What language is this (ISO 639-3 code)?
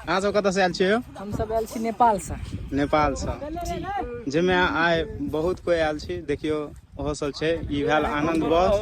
mai